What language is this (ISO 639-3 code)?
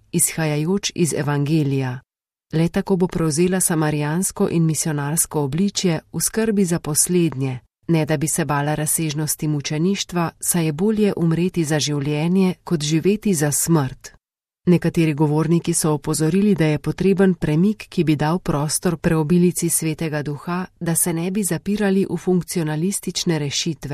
slv